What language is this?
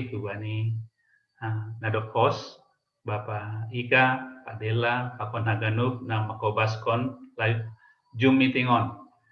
Batak Simalungun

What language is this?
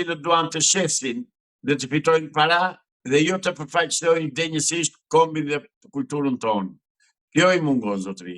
Albanian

